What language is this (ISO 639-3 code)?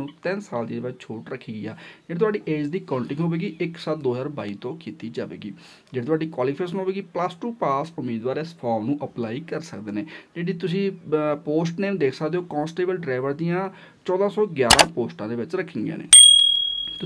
pan